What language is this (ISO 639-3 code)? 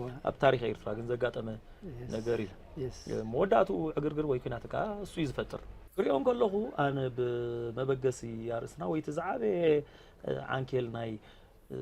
tir